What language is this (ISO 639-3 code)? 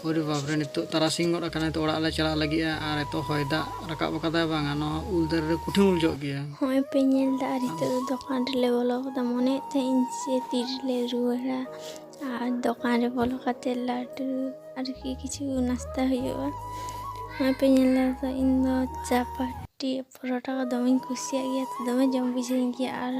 sat